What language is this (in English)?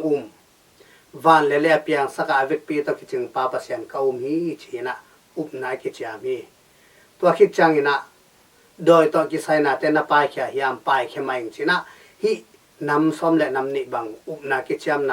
Tedim Chin